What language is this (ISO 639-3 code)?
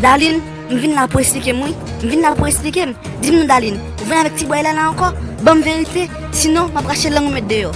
hat